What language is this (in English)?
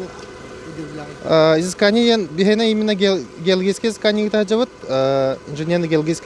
Yakut